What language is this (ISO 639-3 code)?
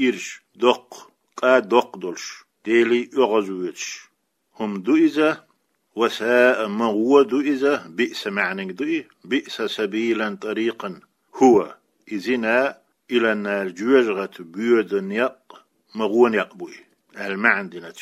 che